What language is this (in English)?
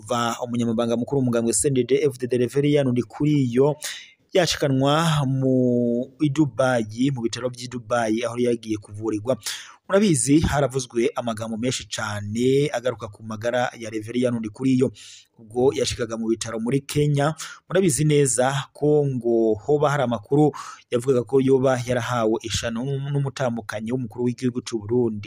Rundi